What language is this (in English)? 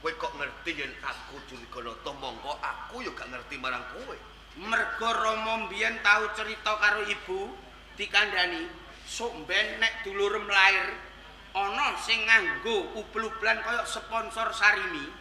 Javanese